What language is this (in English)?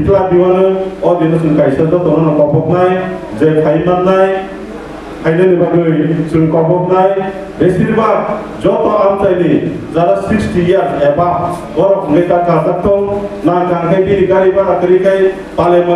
Kok Borok